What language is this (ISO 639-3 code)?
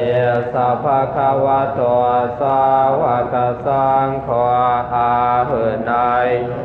pli